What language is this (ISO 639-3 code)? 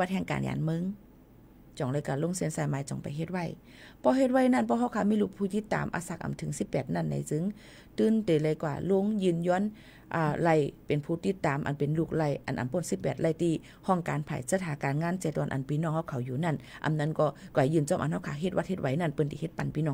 shn